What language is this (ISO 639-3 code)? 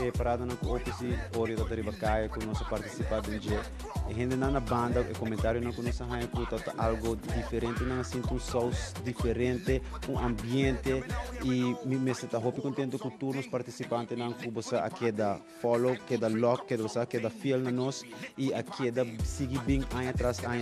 pap